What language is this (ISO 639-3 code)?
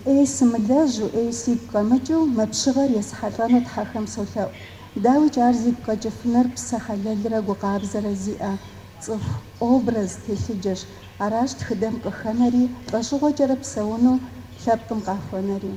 kbd